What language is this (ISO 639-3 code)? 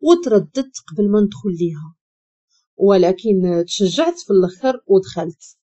ary